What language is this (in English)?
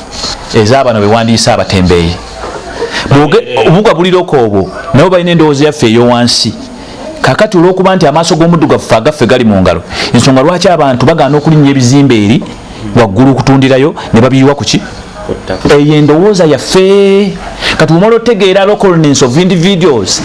Ganda